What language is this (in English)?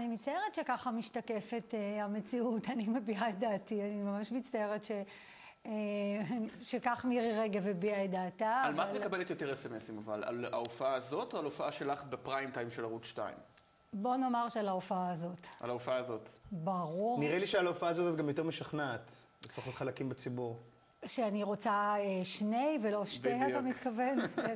Hebrew